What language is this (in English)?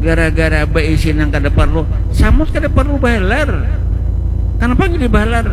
Banjar